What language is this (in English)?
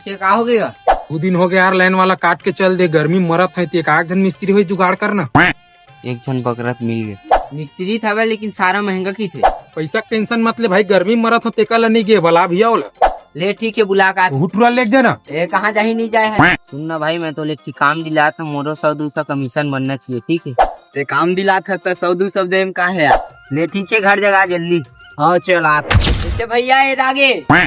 Chhattisgarhi